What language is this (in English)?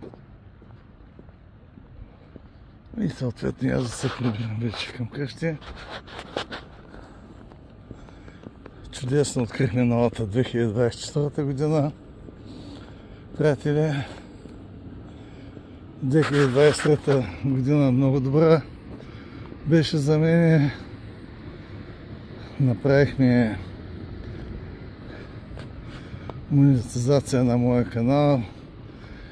Bulgarian